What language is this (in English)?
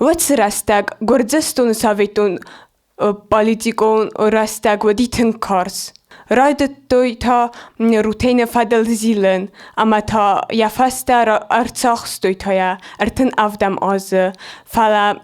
Ossetic